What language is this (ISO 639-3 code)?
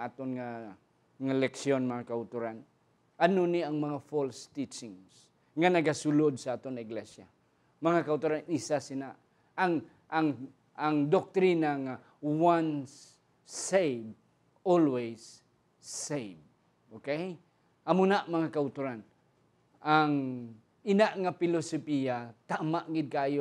hil